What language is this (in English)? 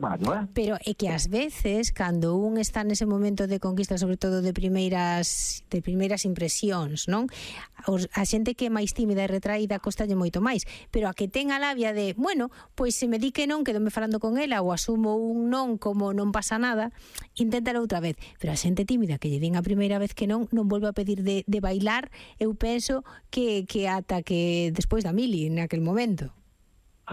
Galician